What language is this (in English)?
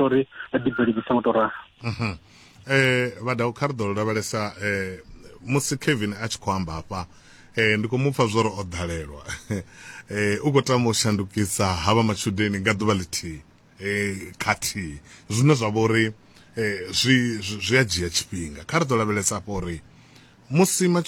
Venda